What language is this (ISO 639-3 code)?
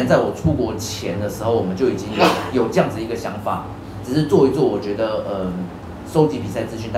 zho